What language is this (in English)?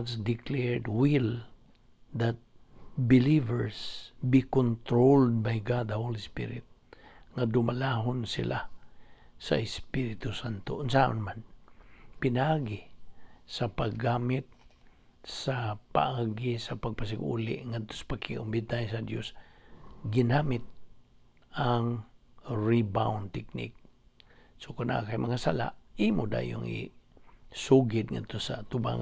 Cebuano